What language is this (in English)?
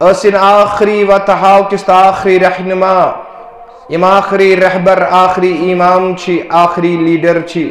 Kashmiri